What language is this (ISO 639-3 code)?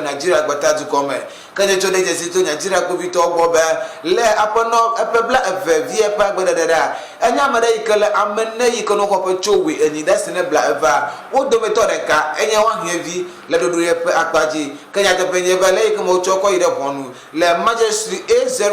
ewe